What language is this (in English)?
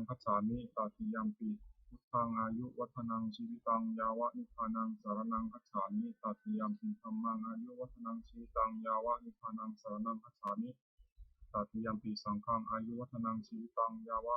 Pali